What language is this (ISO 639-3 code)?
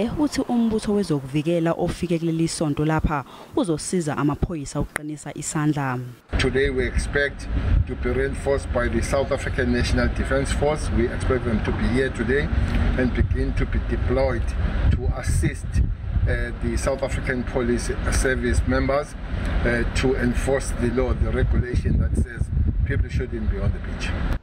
zul